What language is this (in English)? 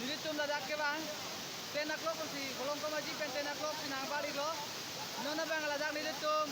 Karbi